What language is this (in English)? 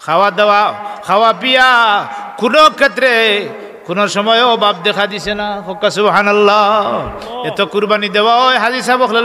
Sylheti